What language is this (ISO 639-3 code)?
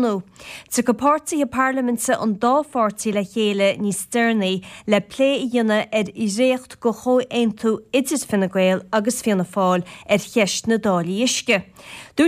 gle